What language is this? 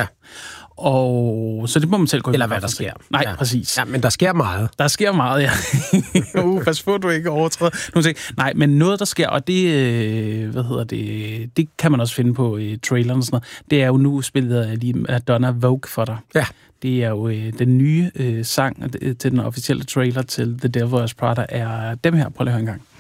Danish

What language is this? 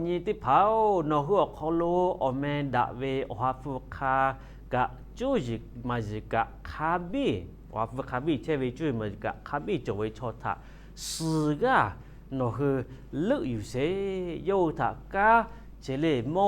Lahu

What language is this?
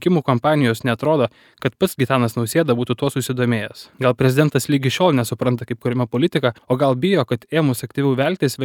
Lithuanian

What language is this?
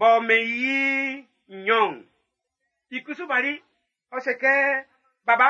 Baoulé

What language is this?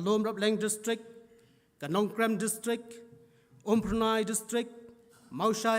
Khasi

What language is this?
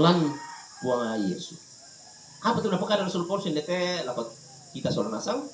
Toraja-Sa'dan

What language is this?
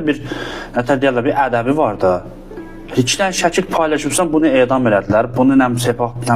Azerbaijani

